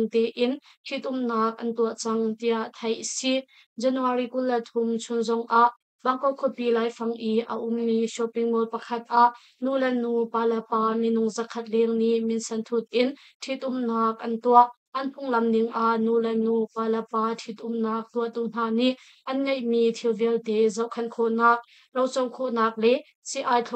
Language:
Hakha Chin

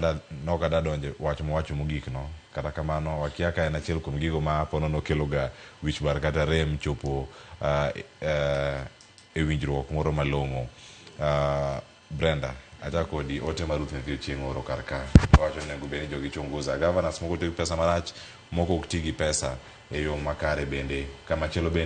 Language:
Luo (Kenya and Tanzania)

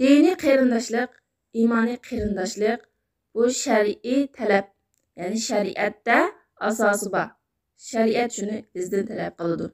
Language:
Uyghur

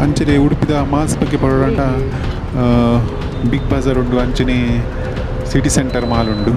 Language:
Tulu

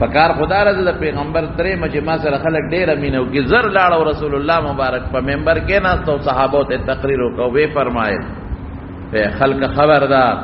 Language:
Pashto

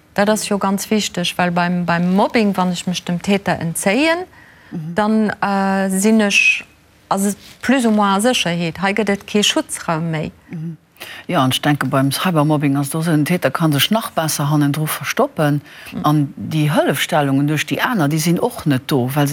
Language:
Luxembourgish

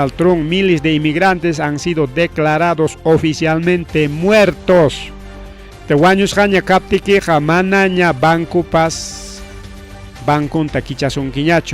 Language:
Ayacucho Quechua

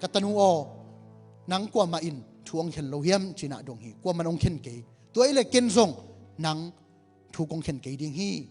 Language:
Tedim Chin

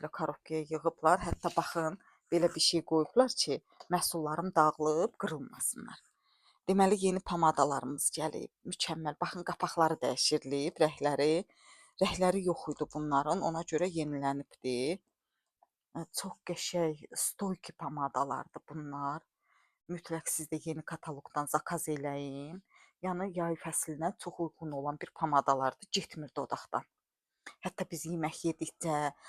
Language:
Azerbaijani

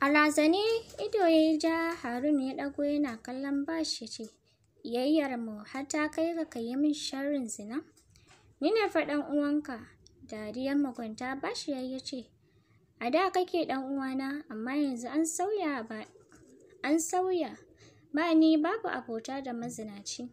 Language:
Hausa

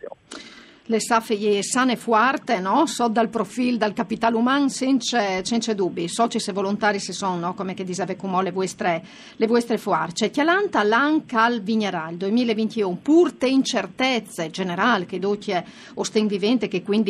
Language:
Friulian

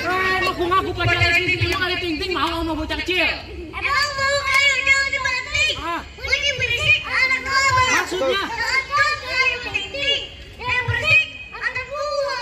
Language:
Betawi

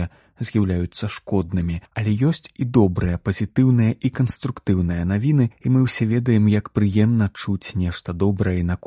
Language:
Belarusian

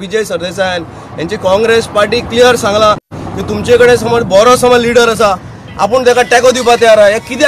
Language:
Konkani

